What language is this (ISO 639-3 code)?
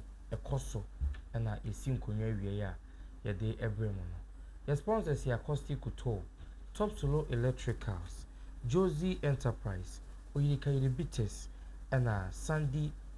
aka